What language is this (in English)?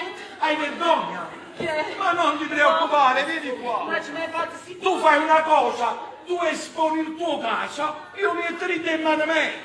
Neapolitan